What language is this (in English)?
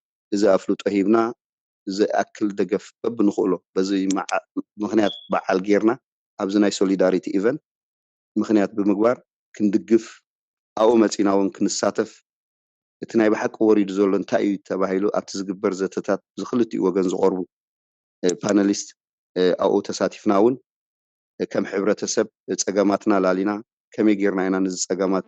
Tigrinya